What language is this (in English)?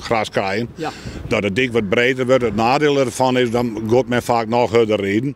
Western Frisian